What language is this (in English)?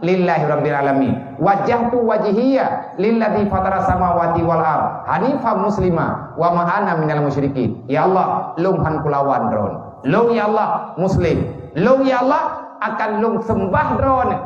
Achinese